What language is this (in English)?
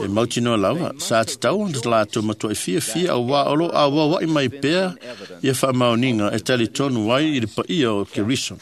Samoan